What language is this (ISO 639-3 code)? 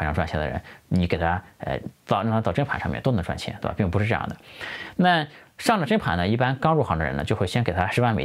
zho